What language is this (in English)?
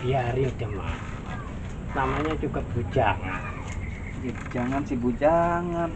Betawi